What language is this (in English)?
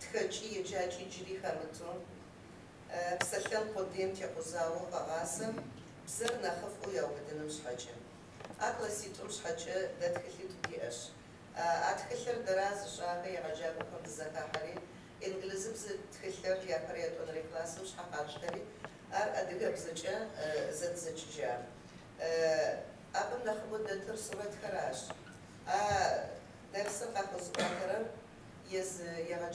Kabardian